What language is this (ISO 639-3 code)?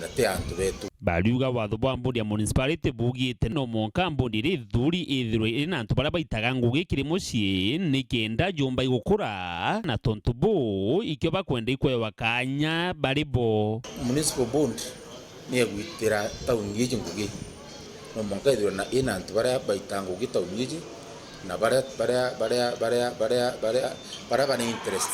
mer